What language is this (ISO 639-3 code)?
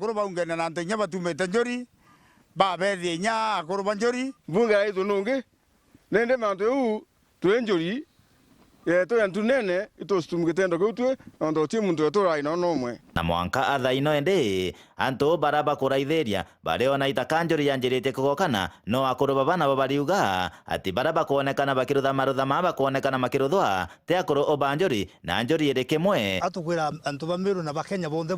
mer